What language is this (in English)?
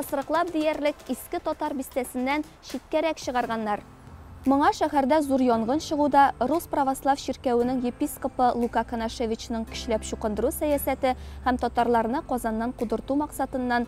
Tatar